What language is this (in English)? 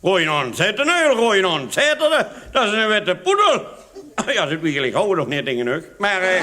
Limburgish